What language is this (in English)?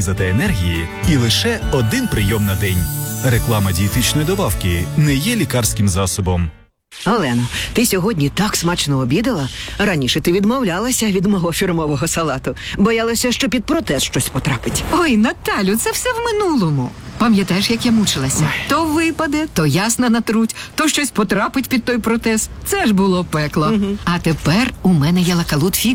Ukrainian